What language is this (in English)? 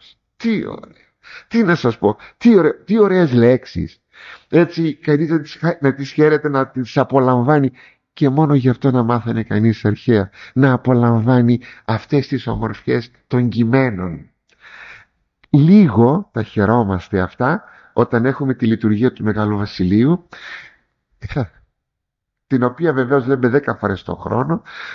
Greek